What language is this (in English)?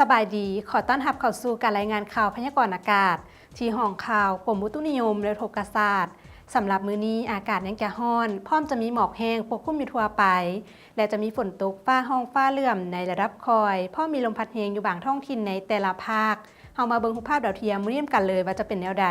Lao